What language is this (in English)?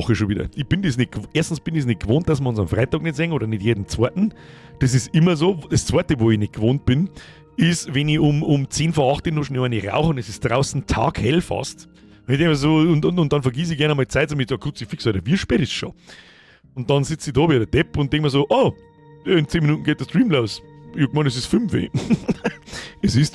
Bavarian